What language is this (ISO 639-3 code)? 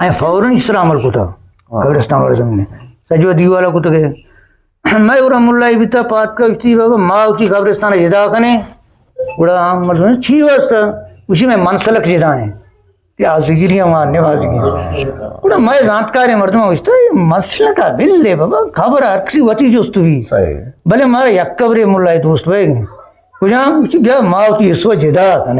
bgp